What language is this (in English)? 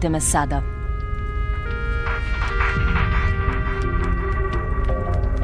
Serbian